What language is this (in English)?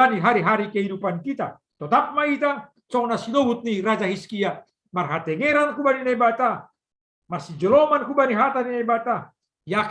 Batak Simalungun